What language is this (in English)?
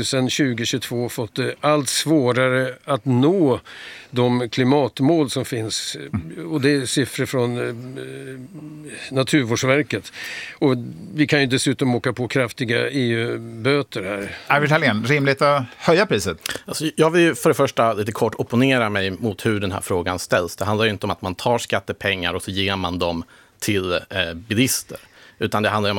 Swedish